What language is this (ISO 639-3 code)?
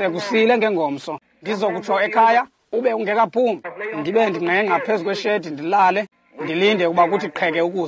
xho